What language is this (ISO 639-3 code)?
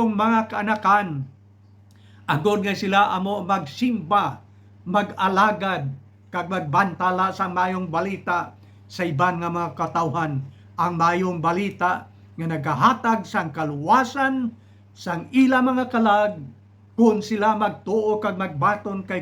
hil